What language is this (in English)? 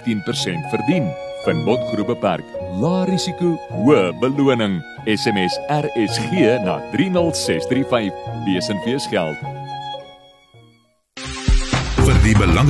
Afrikaans